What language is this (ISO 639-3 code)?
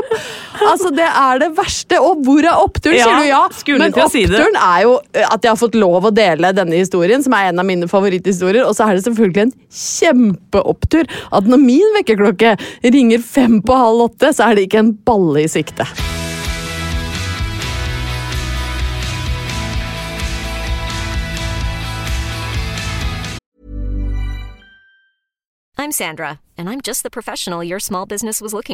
nor